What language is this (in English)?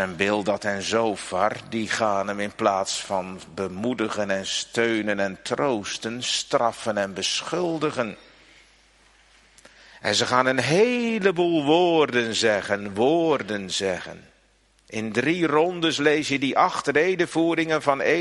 Dutch